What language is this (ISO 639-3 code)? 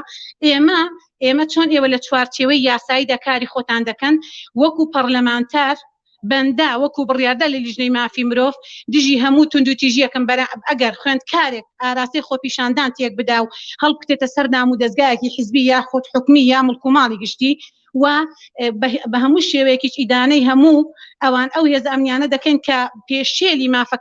ckb